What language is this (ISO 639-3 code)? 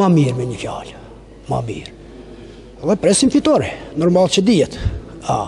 sqi